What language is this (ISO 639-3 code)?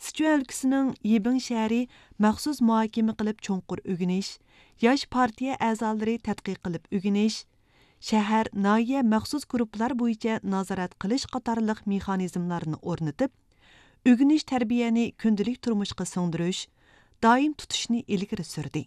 uig